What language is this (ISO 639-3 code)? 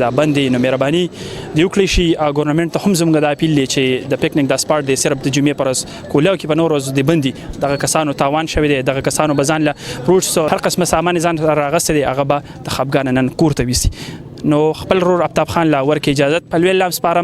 pus